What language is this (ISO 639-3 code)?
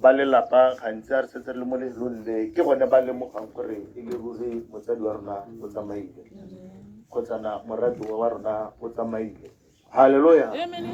tsn